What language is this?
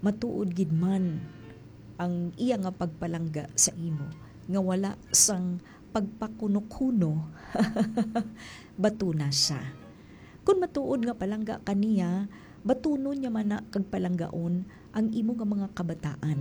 Hiligaynon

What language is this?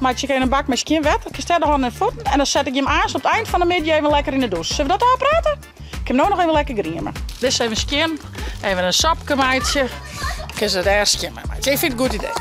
Western Frisian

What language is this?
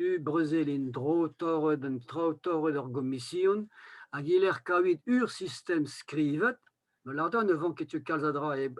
Breton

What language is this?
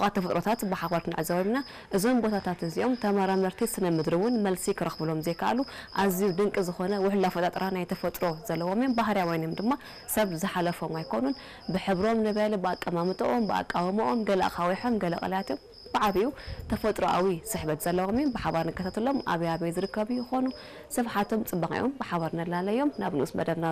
Tigrinya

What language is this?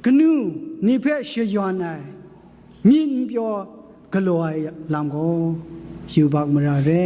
Kachin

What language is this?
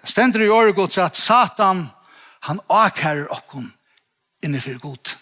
Faroese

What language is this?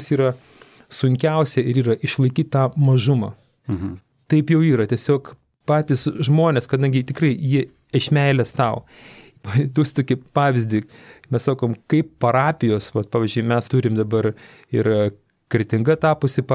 Lithuanian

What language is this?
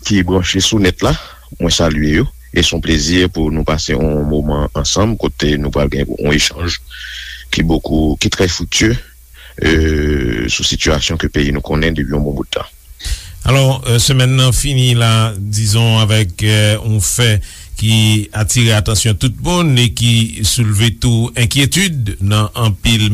Haitian Creole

